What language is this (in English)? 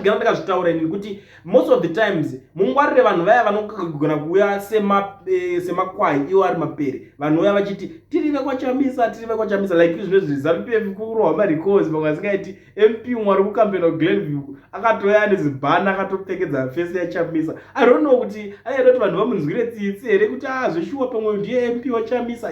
Shona